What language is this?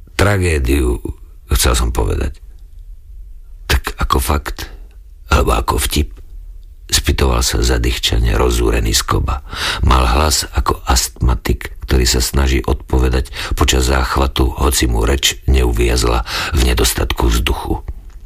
Slovak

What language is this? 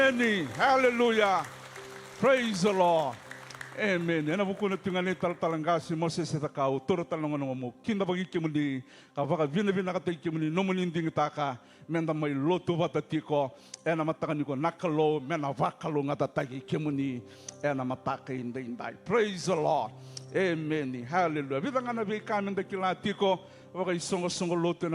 Fijian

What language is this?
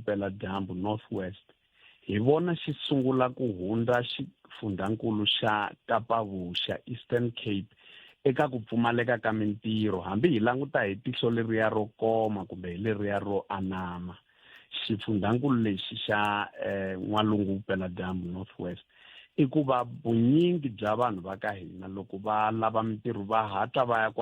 Tsonga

